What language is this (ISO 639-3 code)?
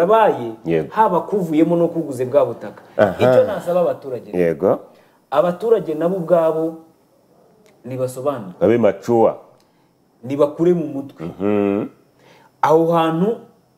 kin